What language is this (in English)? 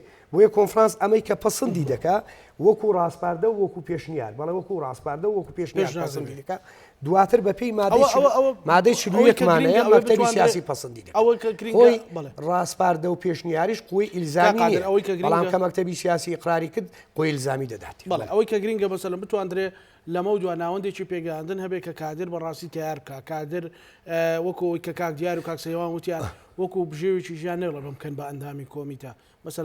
Central Kurdish